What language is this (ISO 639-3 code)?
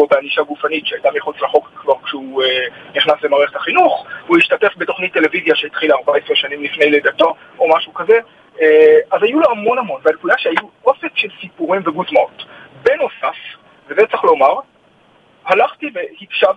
heb